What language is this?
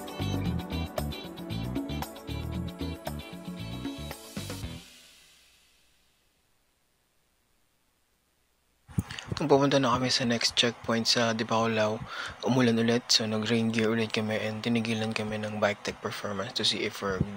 Filipino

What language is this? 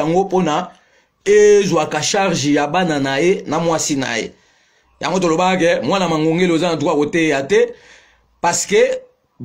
Lingala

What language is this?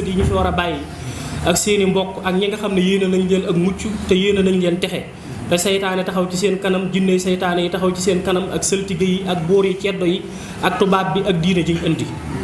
Wolof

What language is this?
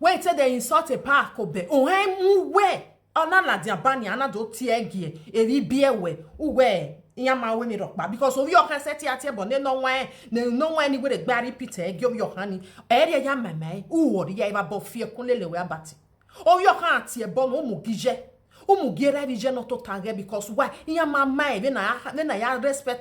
Nigerian Pidgin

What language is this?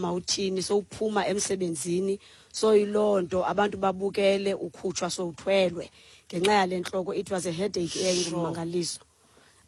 Xhosa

